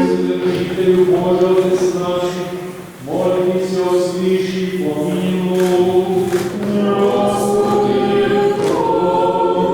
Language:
Rusyn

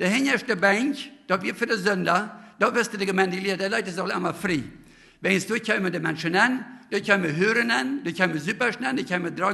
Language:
Plautdietsch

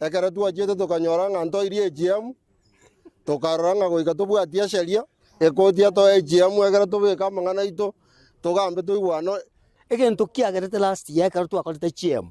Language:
Gusii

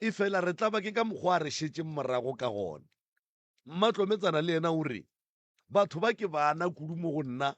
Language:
Northern Sotho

